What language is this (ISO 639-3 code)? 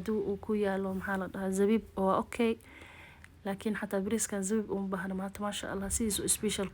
som